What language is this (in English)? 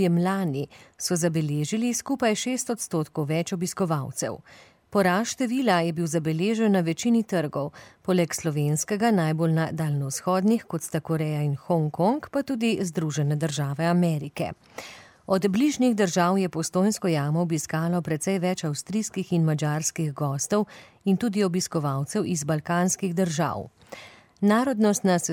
Slovenian